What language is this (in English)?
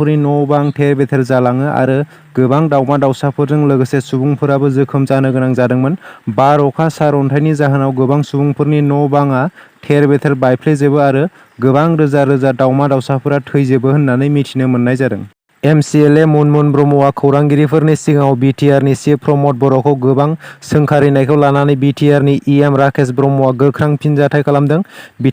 Bodo